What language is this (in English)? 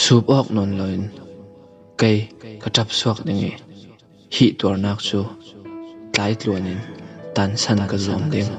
Falam Chin